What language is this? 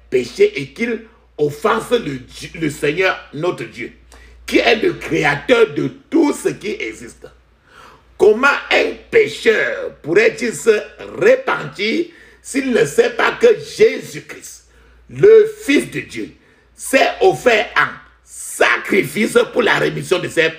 French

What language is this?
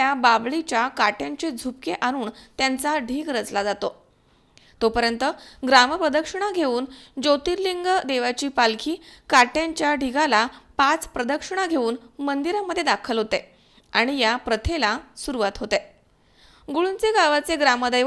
Marathi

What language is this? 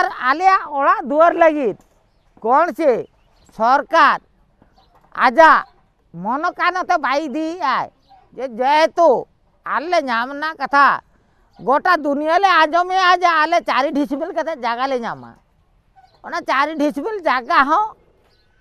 Santali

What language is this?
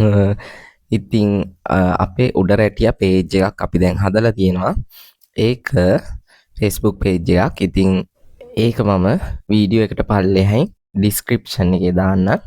Sinhala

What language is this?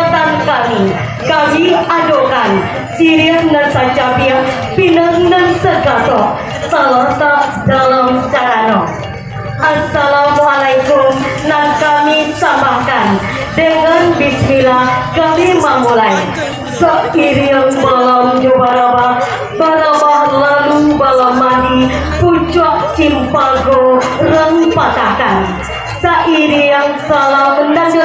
Minangkabau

